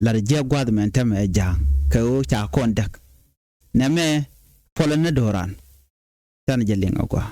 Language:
Nuer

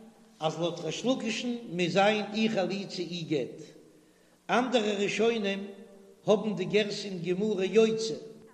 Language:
Yiddish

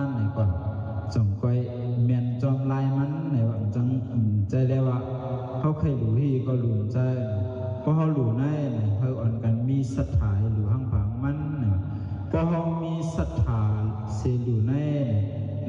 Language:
Shan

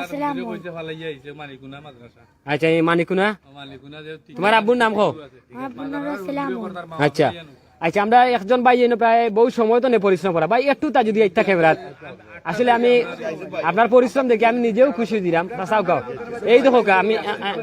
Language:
Sylheti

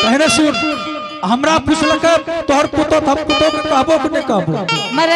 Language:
Angika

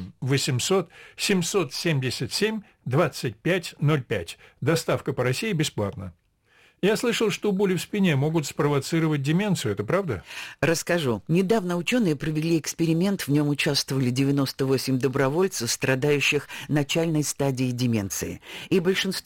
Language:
Russian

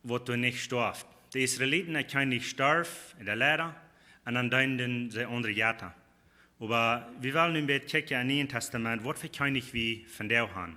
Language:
Plautdietsch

